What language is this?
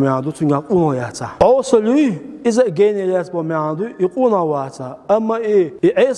Chechen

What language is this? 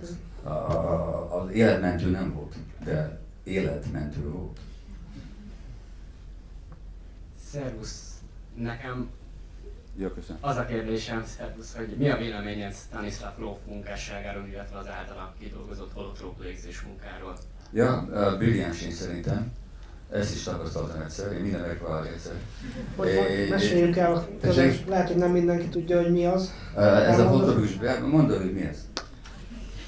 Hungarian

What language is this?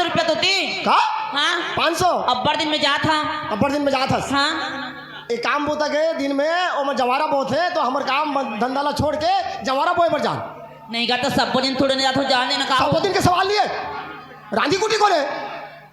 Chhattisgarhi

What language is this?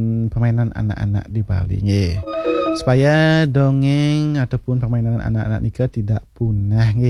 Balinese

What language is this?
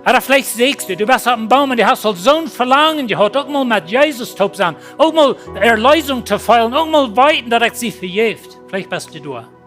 Plautdietsch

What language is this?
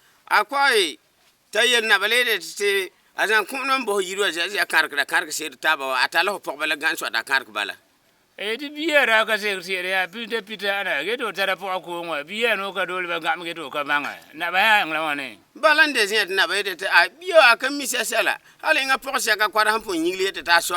Frafra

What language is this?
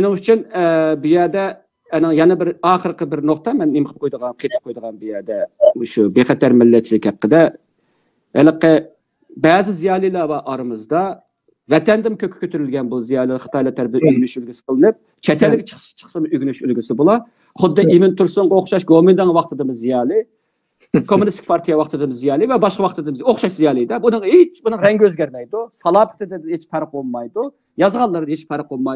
Uyghur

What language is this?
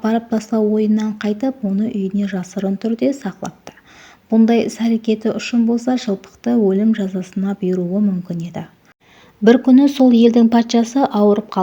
Kara-Kalpak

